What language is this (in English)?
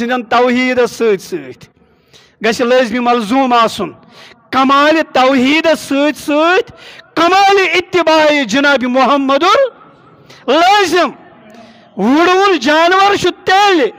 Kashmiri